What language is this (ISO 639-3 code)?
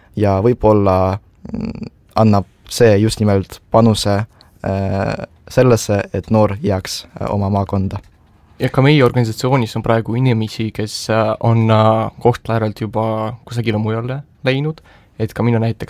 est